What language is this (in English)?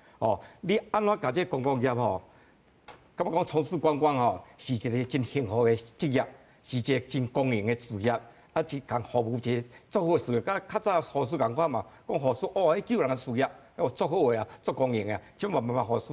Min Nan Chinese